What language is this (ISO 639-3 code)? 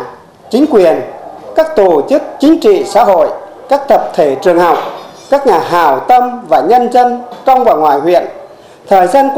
vie